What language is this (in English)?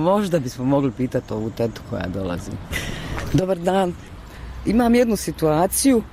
Bosnian